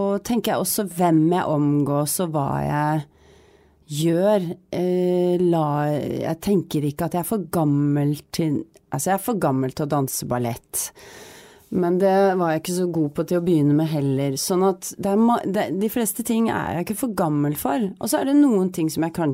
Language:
Norwegian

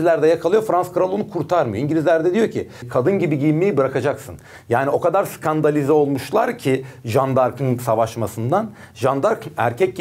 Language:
Turkish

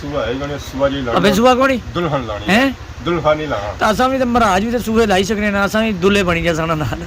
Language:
Pahari-Potwari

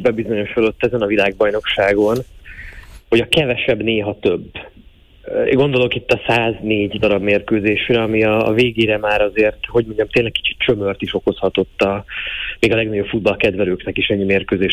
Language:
Hungarian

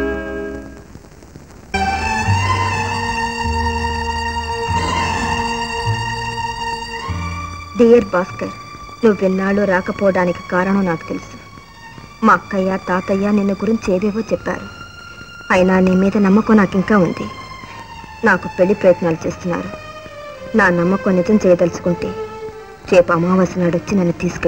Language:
Telugu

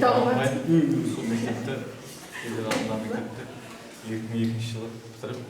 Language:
Kara-Kalpak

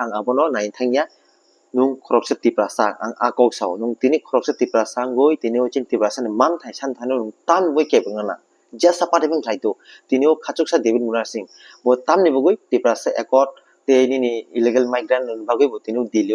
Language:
Kok Borok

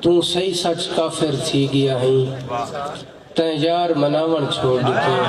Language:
Saraiki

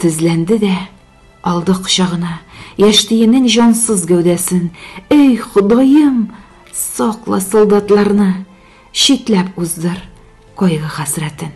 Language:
Tatar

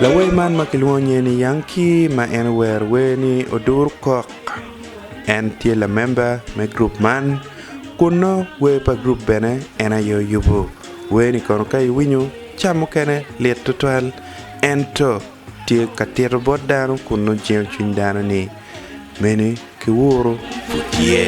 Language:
Acoli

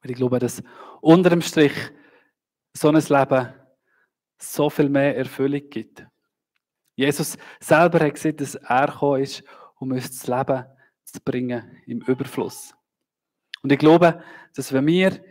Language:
Swiss German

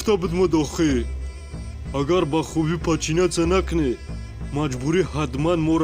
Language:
Tajik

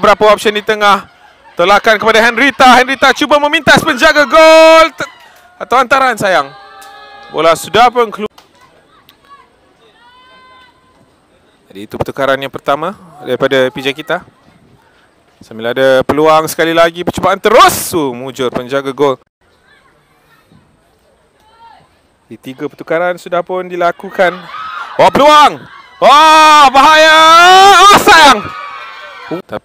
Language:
Malay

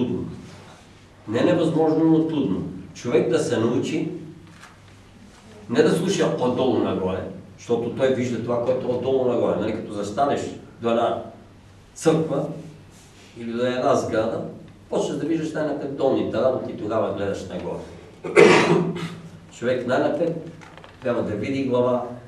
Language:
Bulgarian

